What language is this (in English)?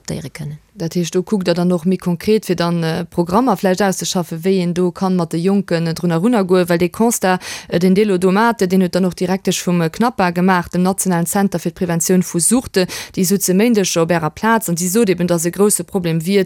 Luxembourgish